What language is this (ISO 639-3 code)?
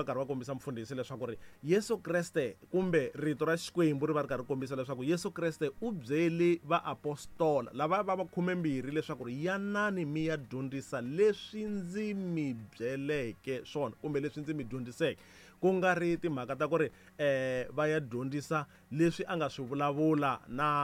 tso